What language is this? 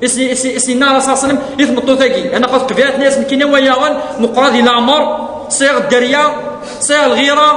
Kabyle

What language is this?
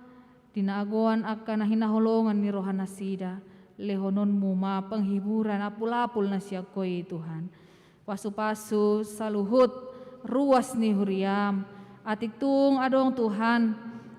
Batak Toba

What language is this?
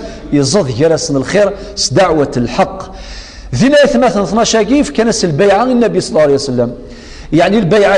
Kabyle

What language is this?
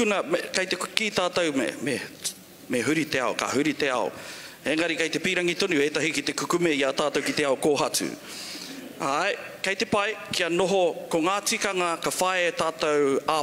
Māori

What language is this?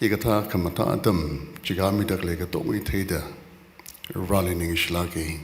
Tangkhul Naga (India)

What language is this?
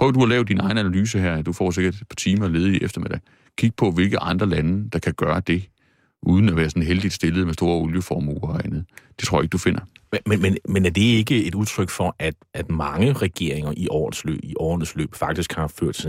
Danish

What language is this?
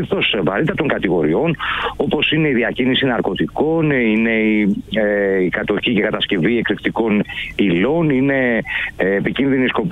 Greek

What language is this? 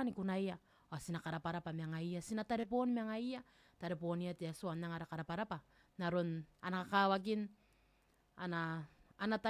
Gilbertese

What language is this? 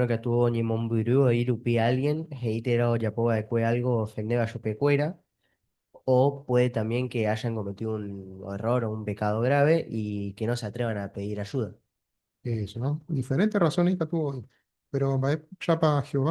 Guarani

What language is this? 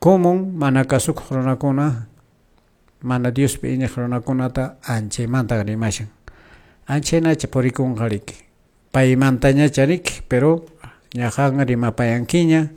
Quechua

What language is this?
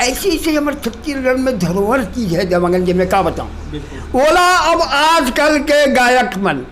Chhattisgarhi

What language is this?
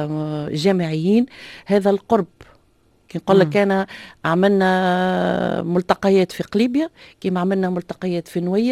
Tunisian Arabic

